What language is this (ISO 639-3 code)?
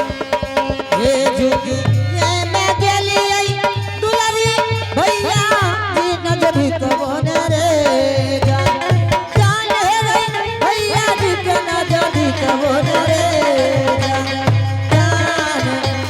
anp